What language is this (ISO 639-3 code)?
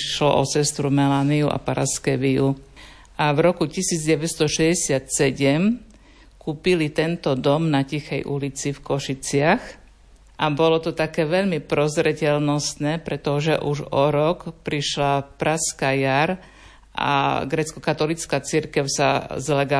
slk